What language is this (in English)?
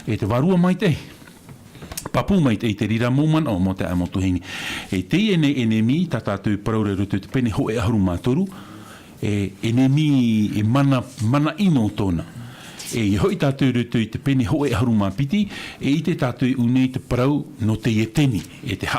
Tahitian